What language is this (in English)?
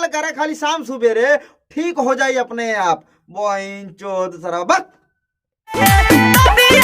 Bhojpuri